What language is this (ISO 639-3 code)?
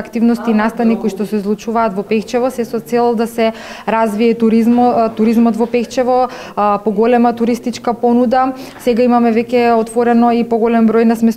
mkd